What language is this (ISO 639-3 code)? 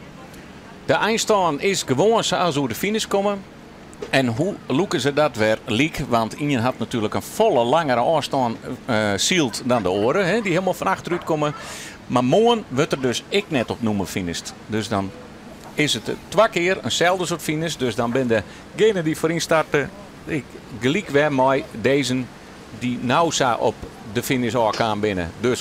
fry